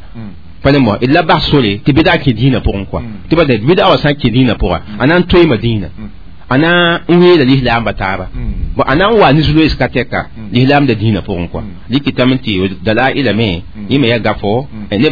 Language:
Mossi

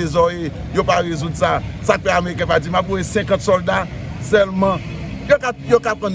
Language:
Haitian Creole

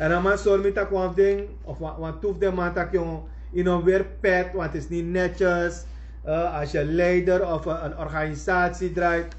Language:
Sranan Tongo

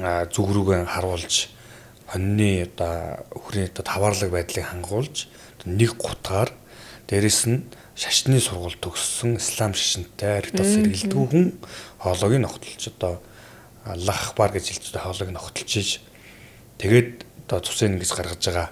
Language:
Mongolian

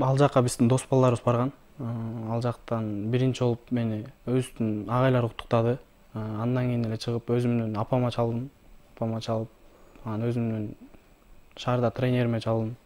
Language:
Kyrgyz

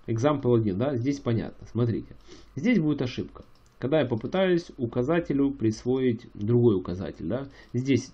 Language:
Russian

